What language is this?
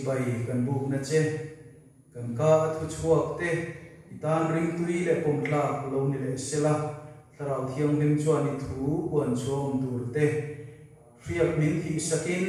Mizo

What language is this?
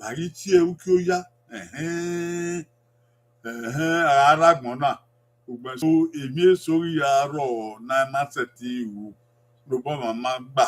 Bini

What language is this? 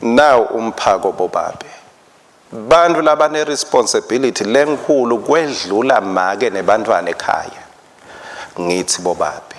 Swati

